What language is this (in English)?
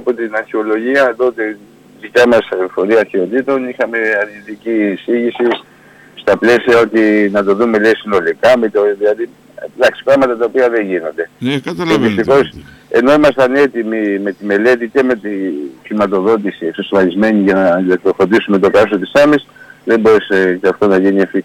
Greek